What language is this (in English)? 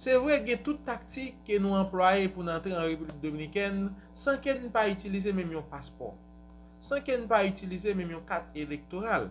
Haitian Creole